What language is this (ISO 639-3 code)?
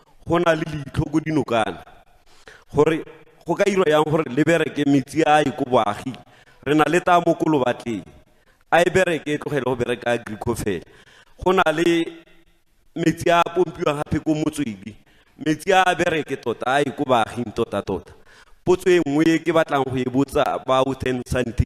tsn